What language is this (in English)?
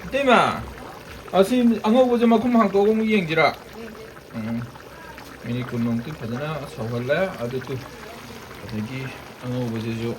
Manipuri